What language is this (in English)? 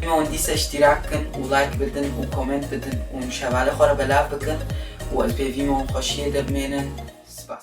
Kurdish